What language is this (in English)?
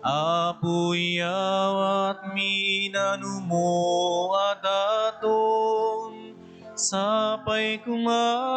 Iloko